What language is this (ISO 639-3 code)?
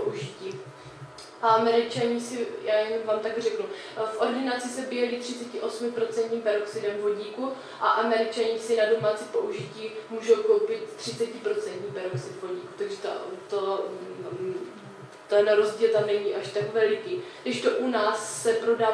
ces